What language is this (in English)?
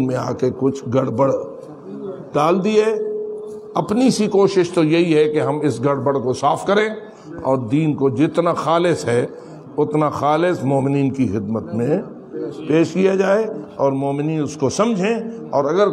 Urdu